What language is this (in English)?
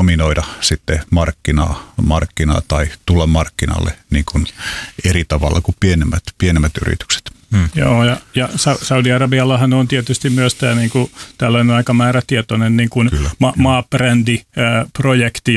Finnish